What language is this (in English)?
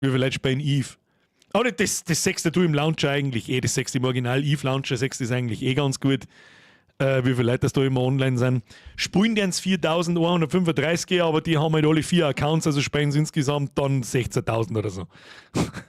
Bavarian